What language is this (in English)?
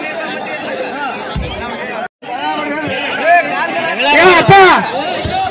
Kannada